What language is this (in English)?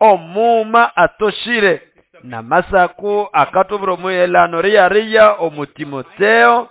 Nande